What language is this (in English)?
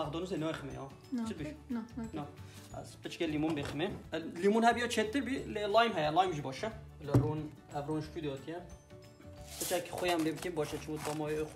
Kurdish